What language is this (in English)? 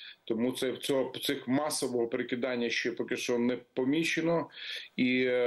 Ukrainian